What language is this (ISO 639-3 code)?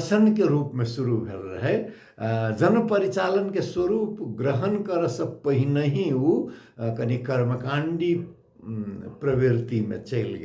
mai